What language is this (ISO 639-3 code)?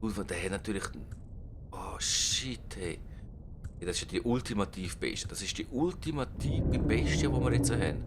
gsw